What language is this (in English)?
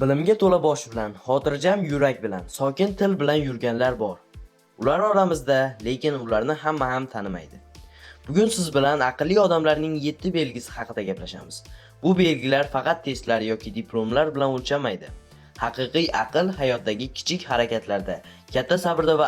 Uzbek